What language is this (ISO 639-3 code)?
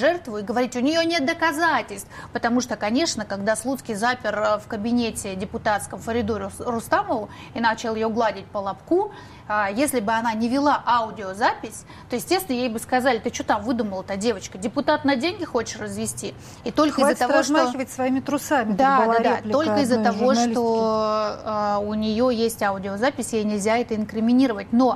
rus